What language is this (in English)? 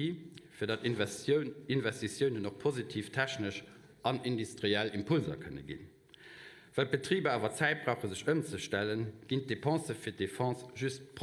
Luxembourgish